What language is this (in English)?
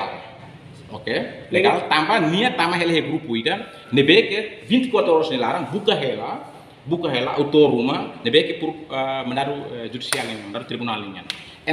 Tetum